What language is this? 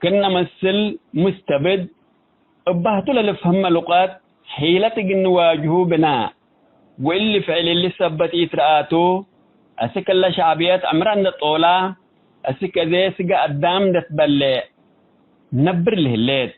Tigre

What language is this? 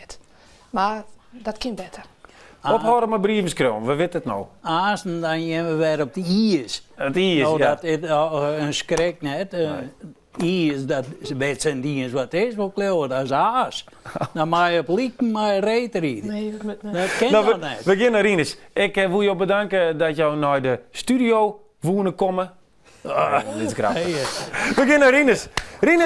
Western Frisian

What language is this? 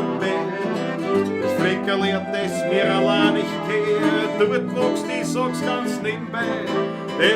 Bavarian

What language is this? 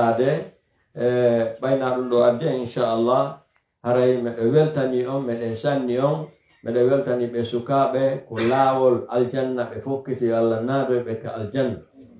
Pular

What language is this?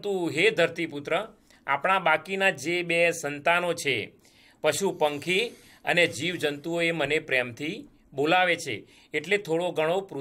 Gujarati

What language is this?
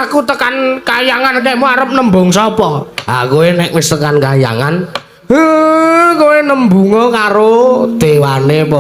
Javanese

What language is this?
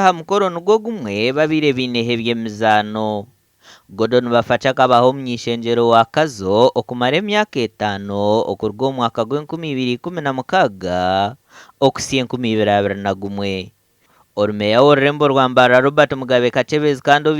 Nyankole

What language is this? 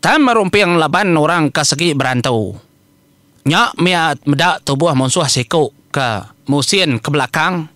Iban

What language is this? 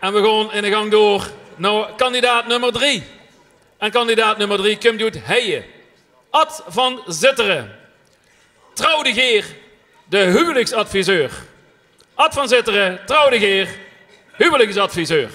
Limburgish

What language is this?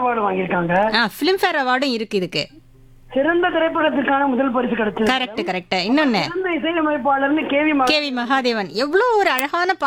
Tamil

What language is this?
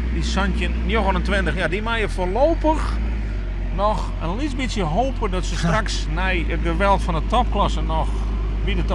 Western Frisian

